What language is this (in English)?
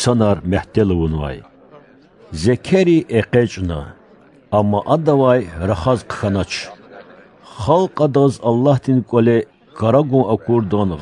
Lezghian